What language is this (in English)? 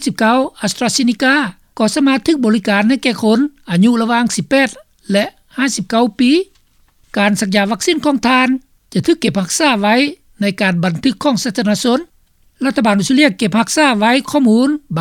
Lao